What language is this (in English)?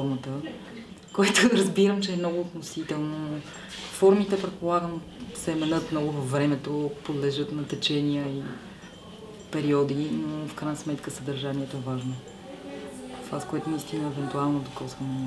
Bulgarian